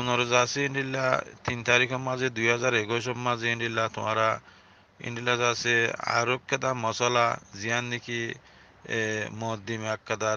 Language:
Rohingya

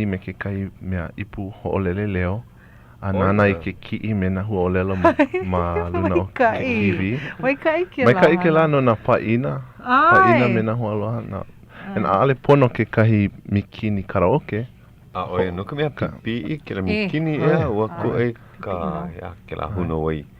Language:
Hawaiian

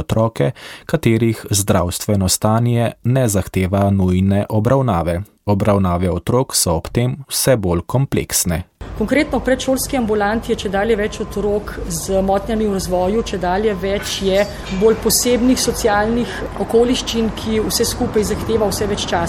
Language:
Slovenian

